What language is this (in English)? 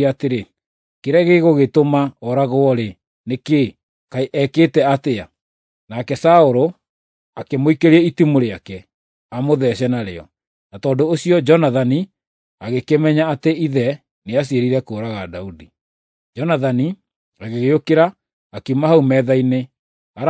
Kikuyu